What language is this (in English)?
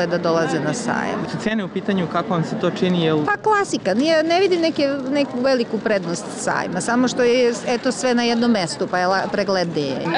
Serbian